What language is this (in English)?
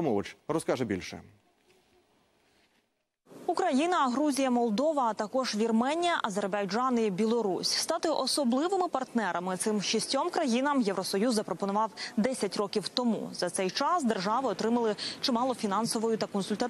Ukrainian